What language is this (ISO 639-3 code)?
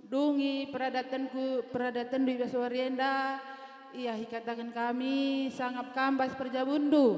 btx